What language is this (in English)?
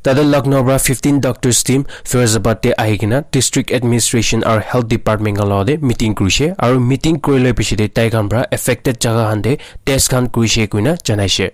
Naga Pidgin